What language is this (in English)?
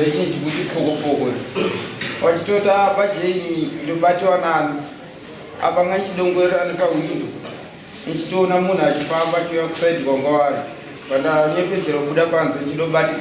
Shona